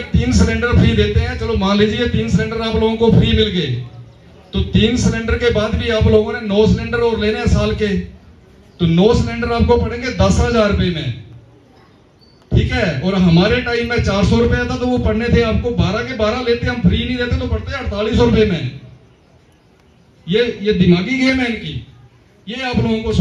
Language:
Hindi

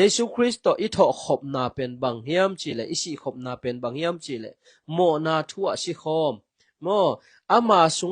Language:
Tedim Chin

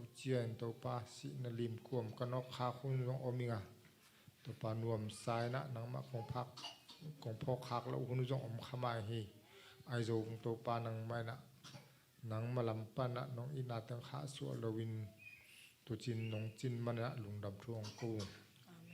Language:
Tedim Chin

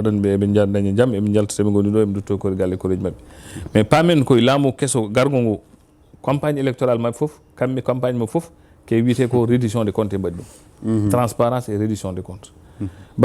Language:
Fula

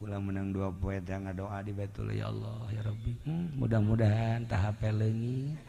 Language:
Sundanese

